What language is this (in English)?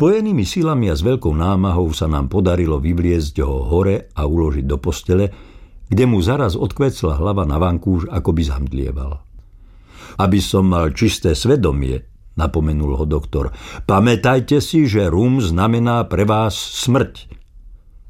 Slovak